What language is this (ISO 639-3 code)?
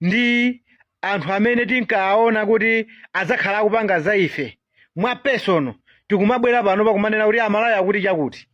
nya